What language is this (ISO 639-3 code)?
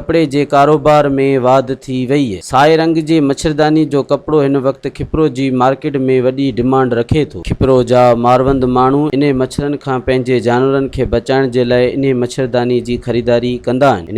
snd